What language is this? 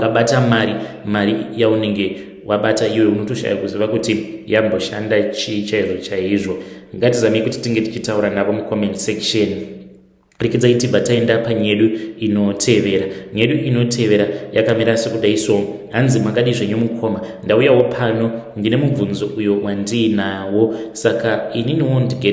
Shona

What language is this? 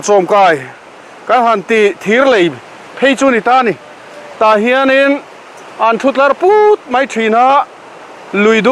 Mizo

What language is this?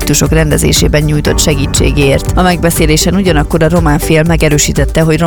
Hungarian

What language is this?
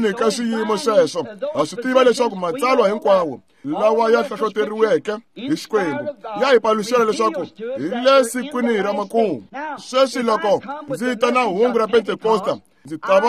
Tsonga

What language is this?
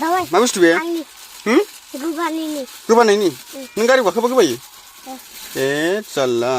Bodo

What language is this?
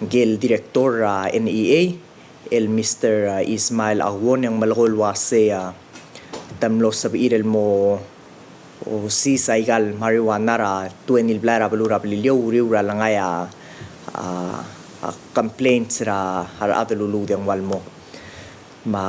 Palauan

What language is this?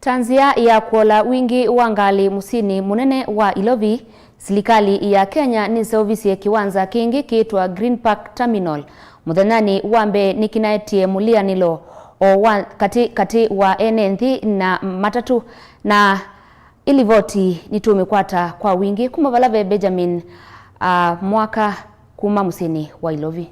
Kamba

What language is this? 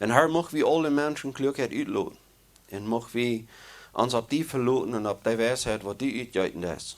Plautdietsch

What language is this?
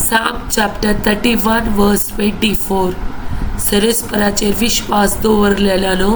Konkani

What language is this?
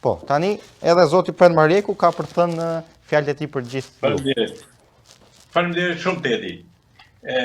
Albanian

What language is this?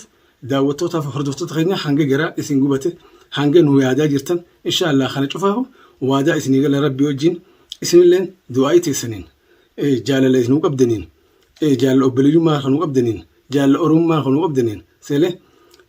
Oromo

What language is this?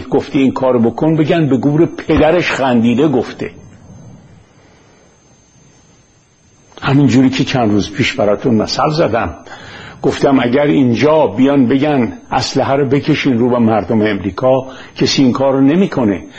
Persian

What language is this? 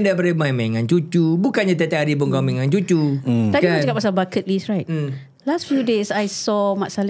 Malay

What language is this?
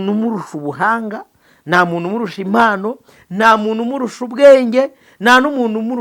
Kinyarwanda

